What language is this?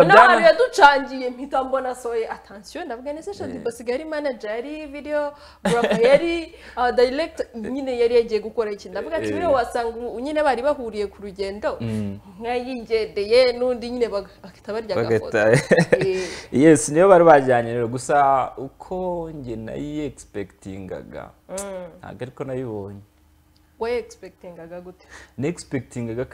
Kinyarwanda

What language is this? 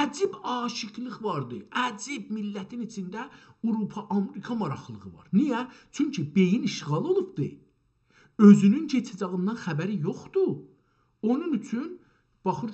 South Azerbaijani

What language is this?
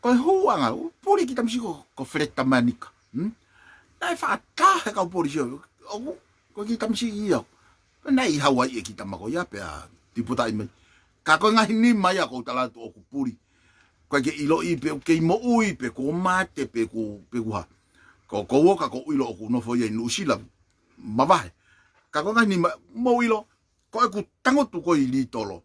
Tongan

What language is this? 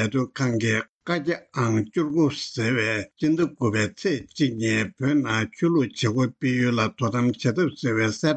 Tibetan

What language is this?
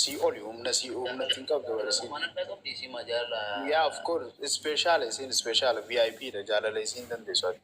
Oromo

